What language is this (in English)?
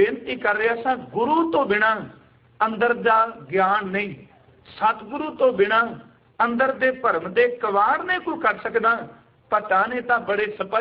Punjabi